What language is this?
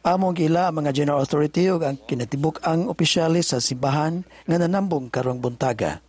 Cebuano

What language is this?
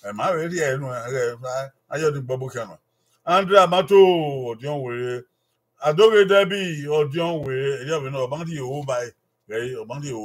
Bini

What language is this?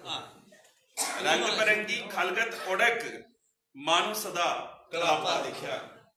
Dogri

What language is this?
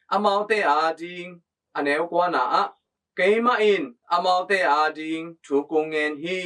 Tedim Chin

